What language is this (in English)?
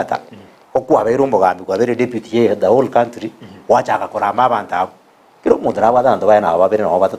Gusii